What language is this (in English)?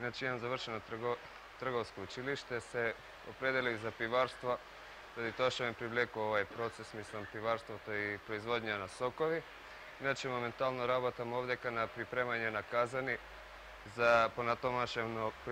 Macedonian